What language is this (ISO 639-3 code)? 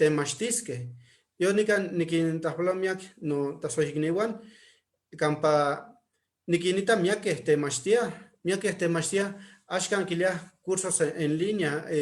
nhe